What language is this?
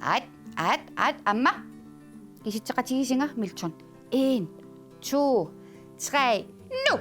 Kalaallisut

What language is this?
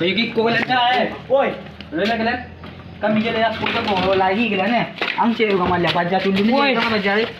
Minangkabau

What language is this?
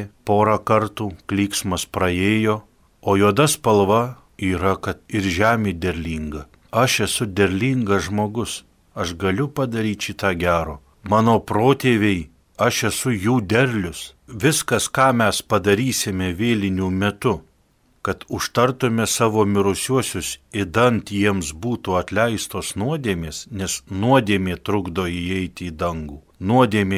Lithuanian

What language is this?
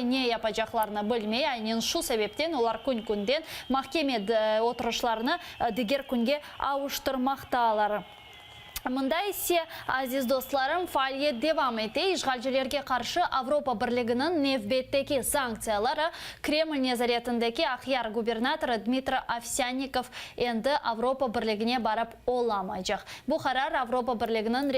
Crimean Tatar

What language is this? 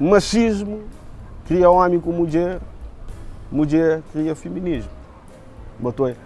Kabuverdianu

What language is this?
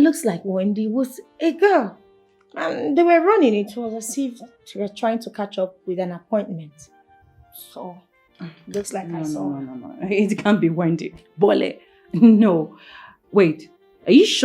Nigerian Pidgin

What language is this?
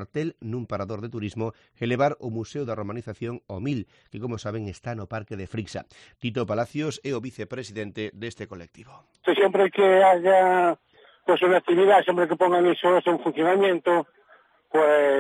Galician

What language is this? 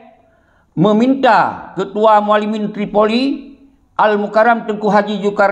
Achinese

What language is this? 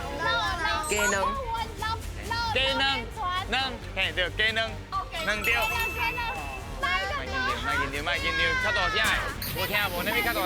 Min Nan Chinese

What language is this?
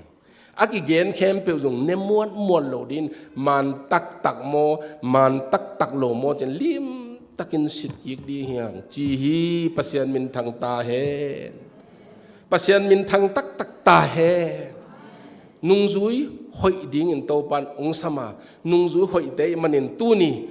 Tedim Chin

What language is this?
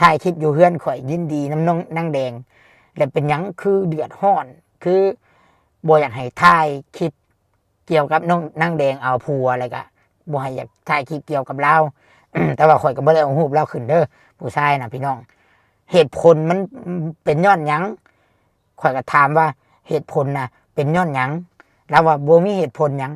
Lao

